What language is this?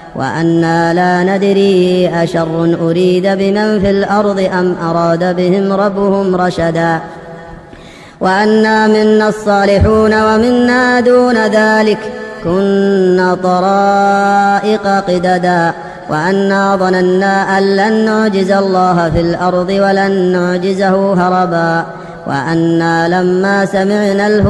Arabic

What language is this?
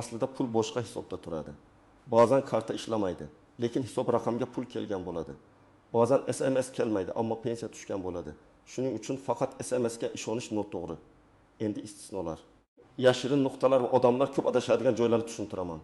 Uzbek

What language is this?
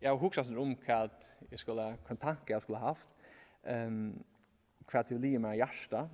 Faroese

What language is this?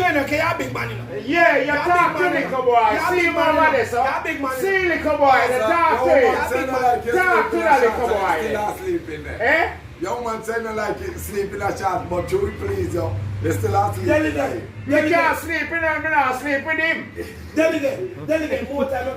Jamaican Creole English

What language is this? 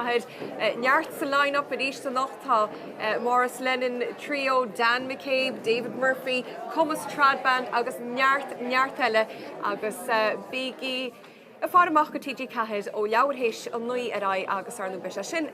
Irish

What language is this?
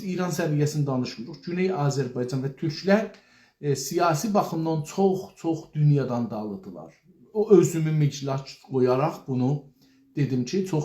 South Azerbaijani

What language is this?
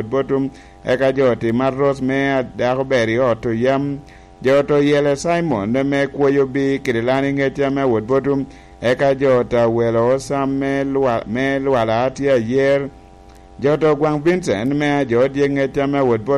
Lango (Uganda)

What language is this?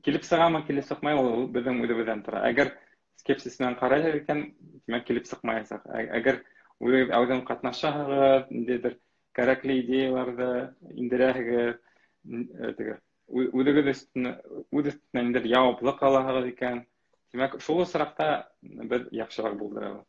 Bashkir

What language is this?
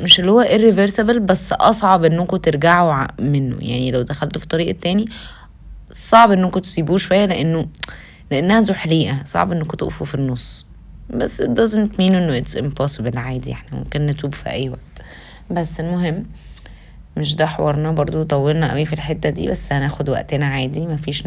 Egyptian Arabic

